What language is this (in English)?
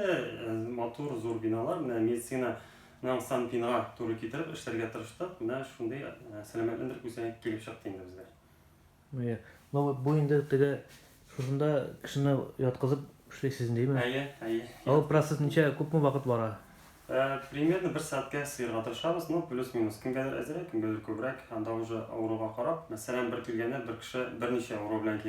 Tatar